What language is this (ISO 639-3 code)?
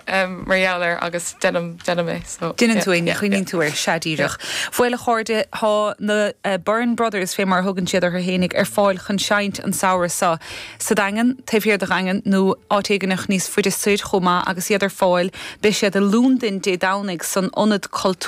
gle